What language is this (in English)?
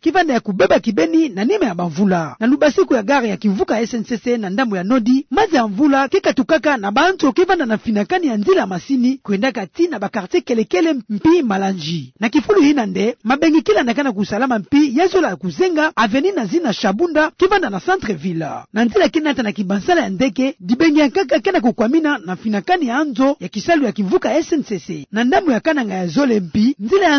Kituba (Democratic Republic of Congo)